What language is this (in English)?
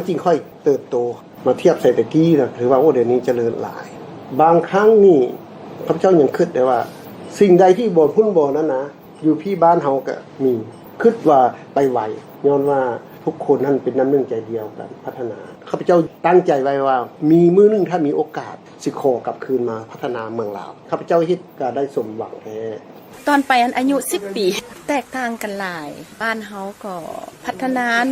Lao